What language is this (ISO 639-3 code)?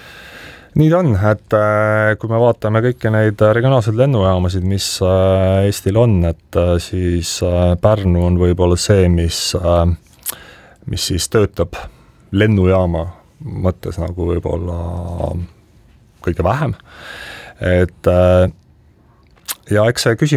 est